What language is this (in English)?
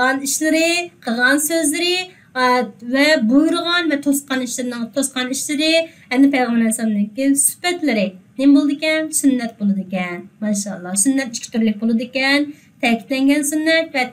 Uyghur